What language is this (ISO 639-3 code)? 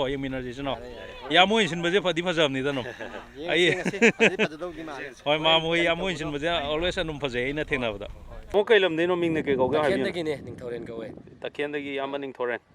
mni